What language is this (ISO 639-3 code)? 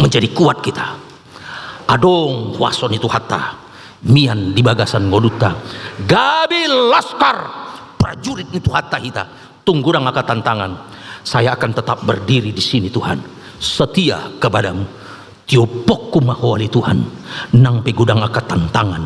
bbc